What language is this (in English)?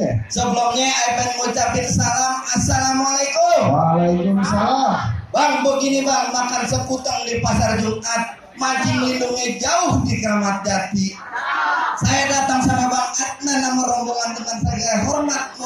Betawi